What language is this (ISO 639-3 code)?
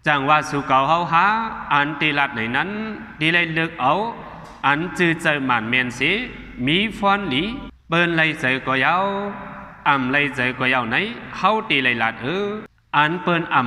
shn